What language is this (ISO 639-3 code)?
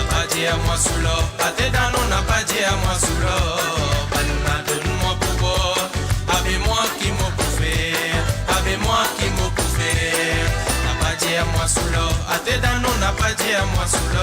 mfe